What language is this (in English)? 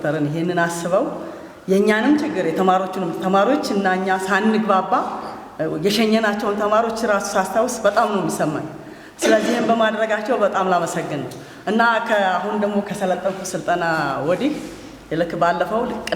Amharic